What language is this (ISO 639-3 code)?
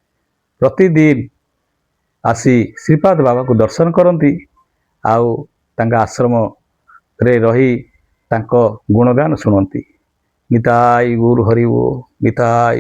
ori